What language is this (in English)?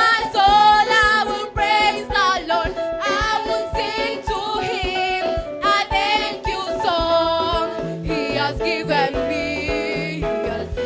Swahili